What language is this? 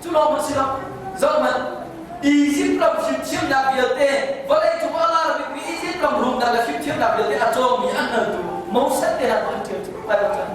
Hakha Chin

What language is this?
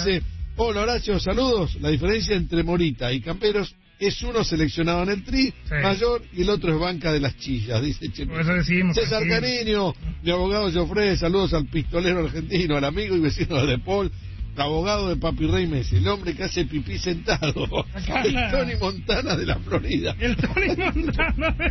Spanish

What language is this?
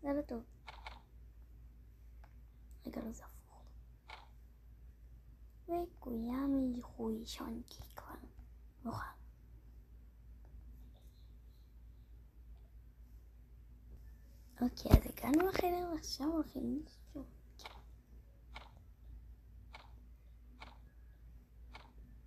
Hebrew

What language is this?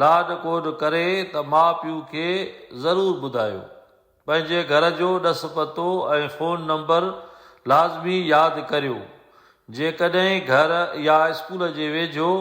Sindhi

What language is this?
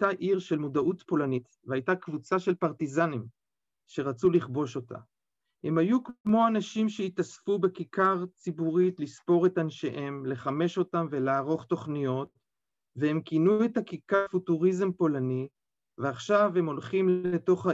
Hebrew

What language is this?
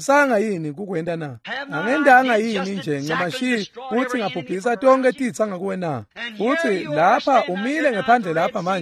Swati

